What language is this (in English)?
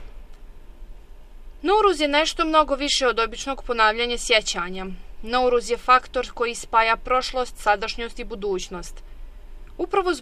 Bosnian